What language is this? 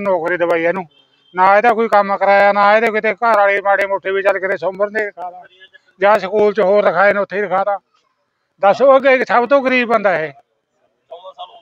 Punjabi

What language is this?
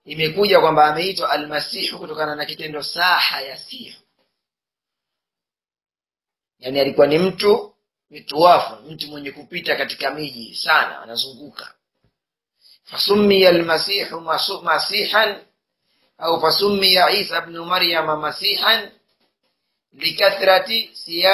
Swahili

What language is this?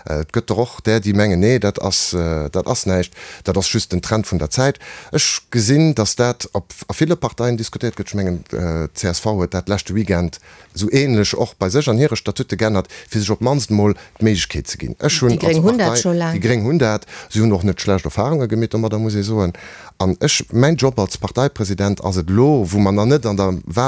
Luxembourgish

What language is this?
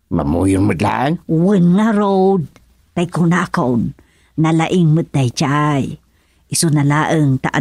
Iloko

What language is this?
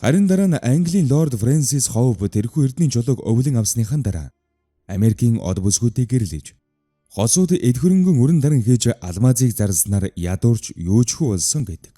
Mongolian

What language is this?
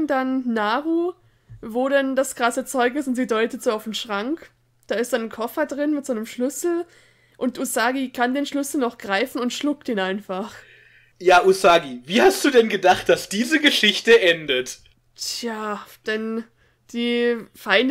German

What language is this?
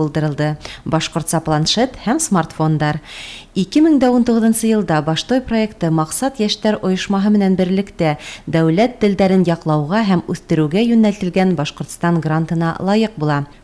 Bashkir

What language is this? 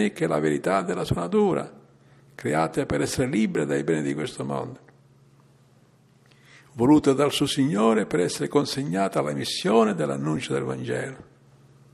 Italian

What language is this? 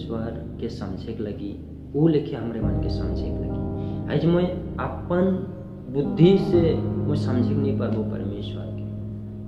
Sadri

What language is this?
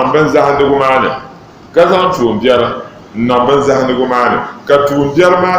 Dagbani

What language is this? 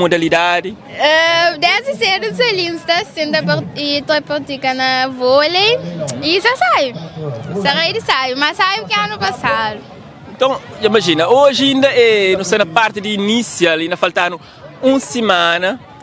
Kabuverdianu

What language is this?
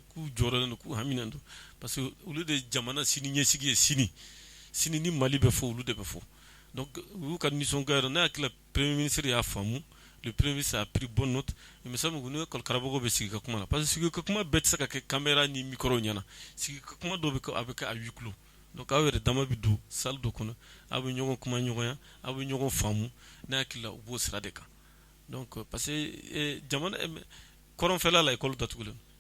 Bambara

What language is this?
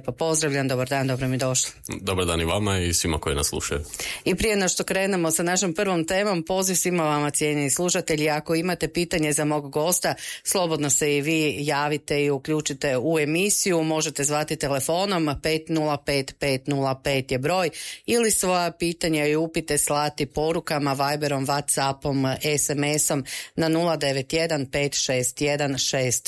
Croatian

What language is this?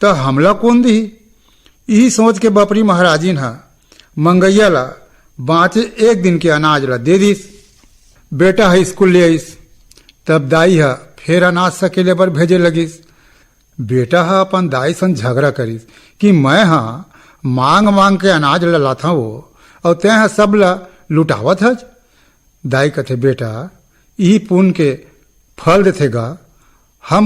Chhattisgarhi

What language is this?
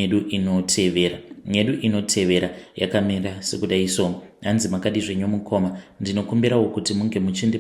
Shona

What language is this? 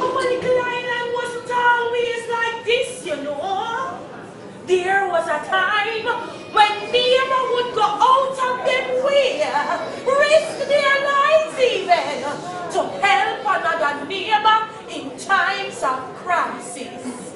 Jamaican Creole English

